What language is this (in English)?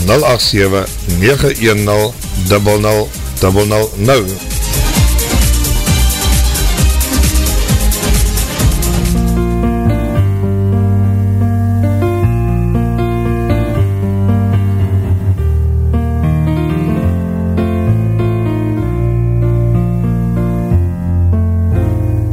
Afrikaans